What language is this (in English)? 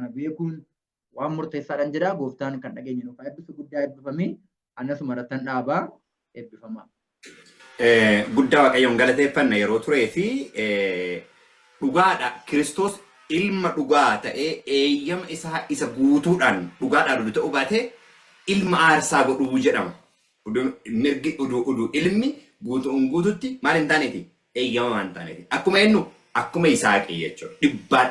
Oromo